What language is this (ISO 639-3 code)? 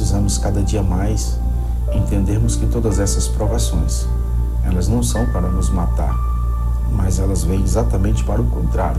por